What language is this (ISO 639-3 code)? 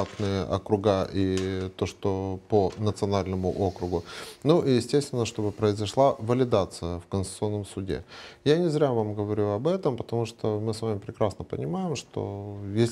rus